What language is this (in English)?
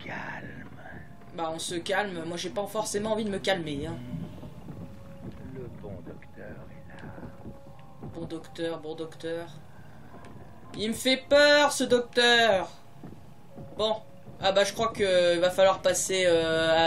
French